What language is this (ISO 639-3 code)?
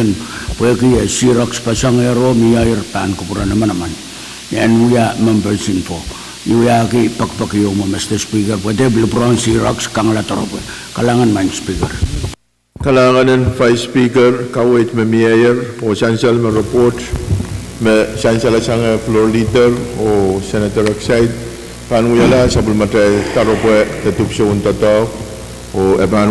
pon